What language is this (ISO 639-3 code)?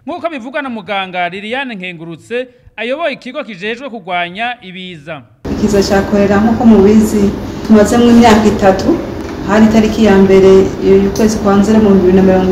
run